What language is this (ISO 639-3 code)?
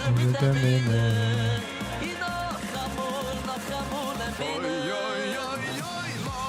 yid